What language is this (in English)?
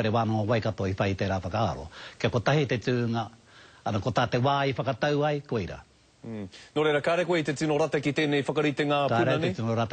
Māori